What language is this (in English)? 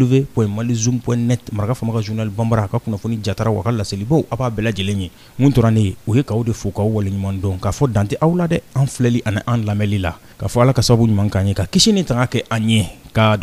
Bambara